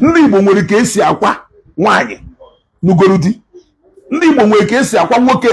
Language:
Igbo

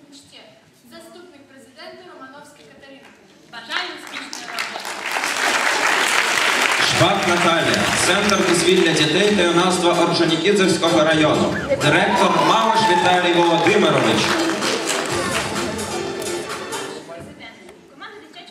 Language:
Ukrainian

